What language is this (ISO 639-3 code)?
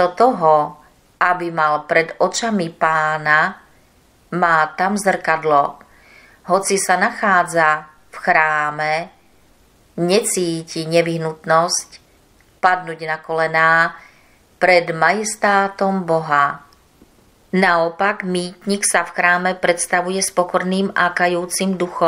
slk